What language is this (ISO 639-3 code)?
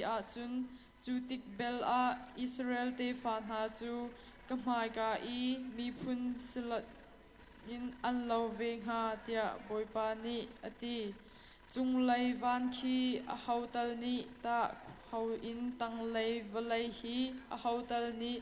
cnh